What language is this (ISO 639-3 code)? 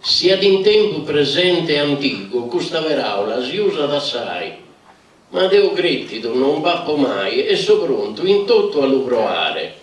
srd